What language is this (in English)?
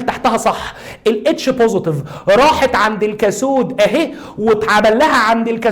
Egyptian Arabic